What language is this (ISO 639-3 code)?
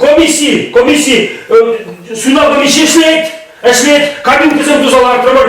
chv